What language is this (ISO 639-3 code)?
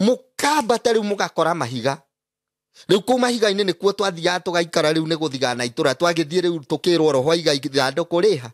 kik